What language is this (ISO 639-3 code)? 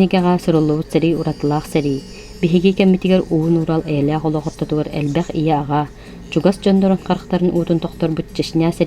sah